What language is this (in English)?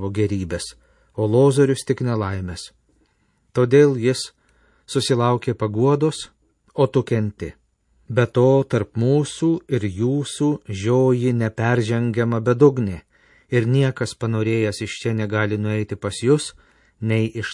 Lithuanian